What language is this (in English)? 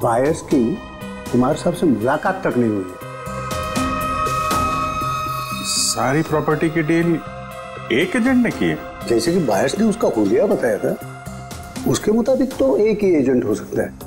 Hindi